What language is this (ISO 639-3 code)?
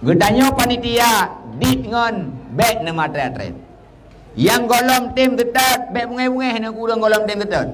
ace